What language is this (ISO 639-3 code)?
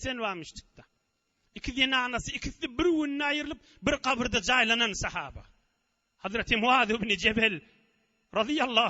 tuk